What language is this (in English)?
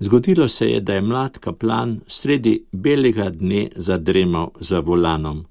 Slovenian